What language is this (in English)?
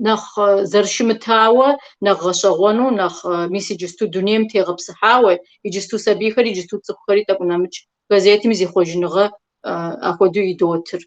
Kabardian